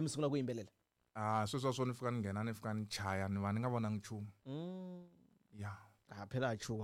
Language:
Tsonga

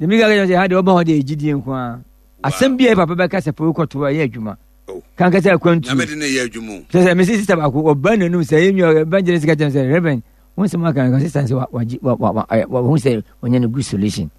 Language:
Akan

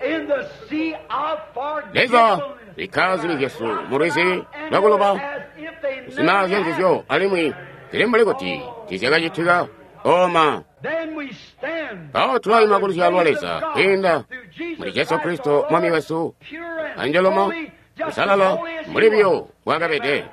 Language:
Tonga (Zambia)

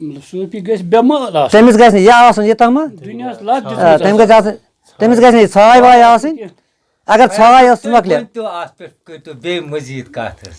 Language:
Kashmiri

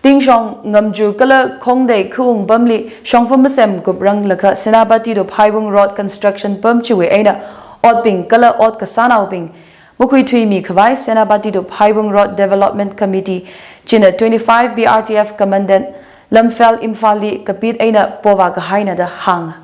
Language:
Tangkhul Naga (India)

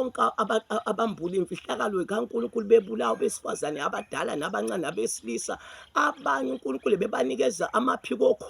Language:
Zulu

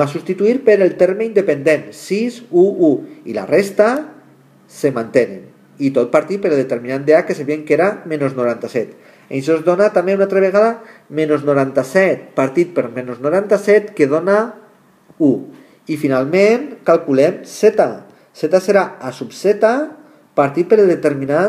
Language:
Catalan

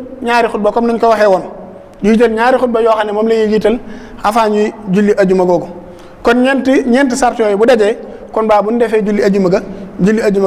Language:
Wolof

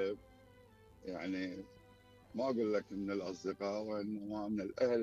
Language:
Mesopotamian Arabic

